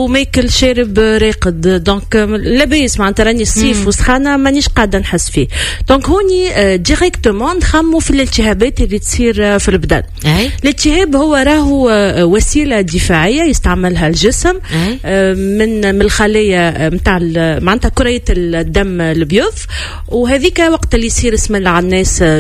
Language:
Tunisian Arabic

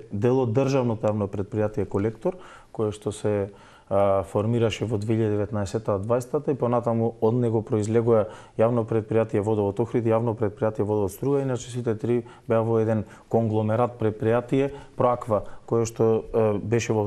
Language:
Macedonian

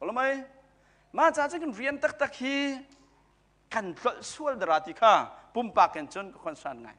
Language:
Hakha Chin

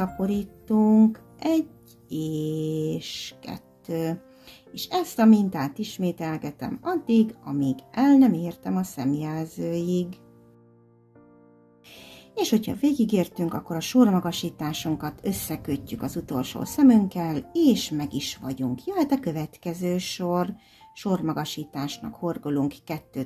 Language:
Hungarian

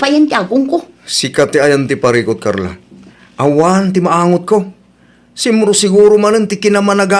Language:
Iloko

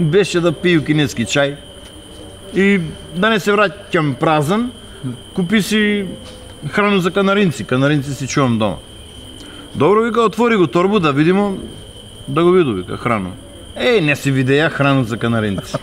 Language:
Macedonian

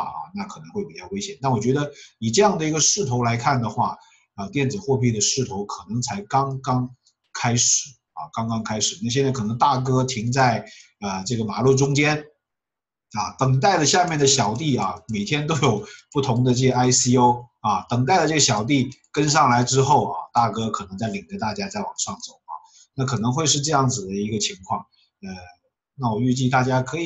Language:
Chinese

